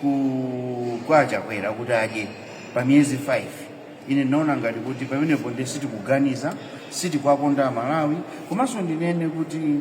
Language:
Nyanja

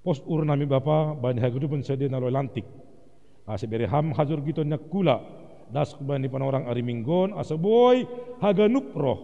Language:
Batak Simalungun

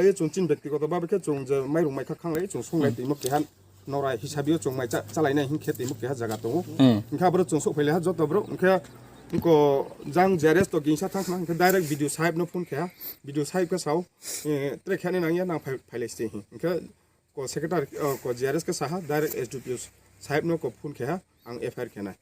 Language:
Riang (India)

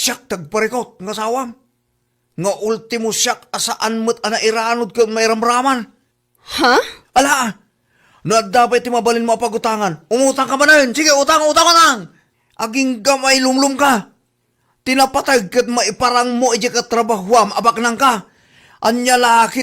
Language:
Iloko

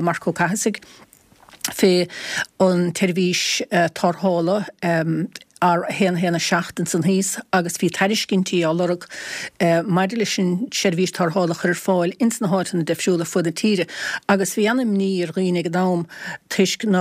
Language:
Irish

